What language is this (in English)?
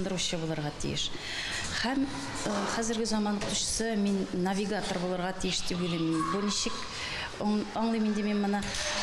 Tatar